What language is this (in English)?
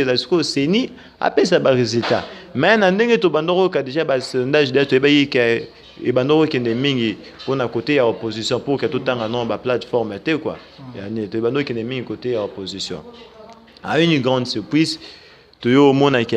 Lingala